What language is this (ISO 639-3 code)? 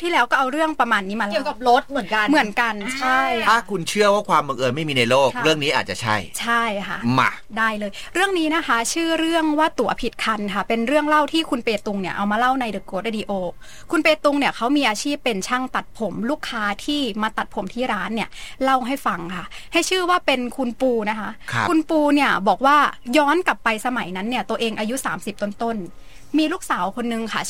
tha